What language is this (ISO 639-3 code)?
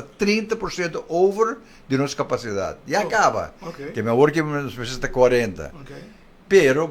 pap